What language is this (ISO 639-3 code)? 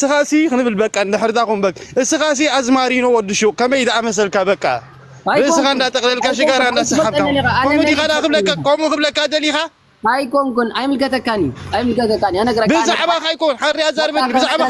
tir